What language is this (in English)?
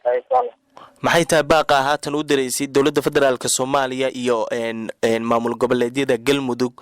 Somali